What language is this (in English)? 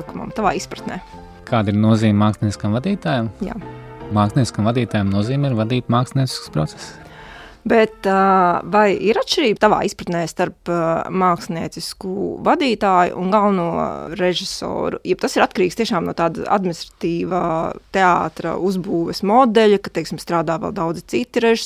Latvian